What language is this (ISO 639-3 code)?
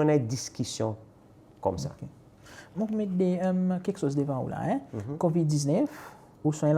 crs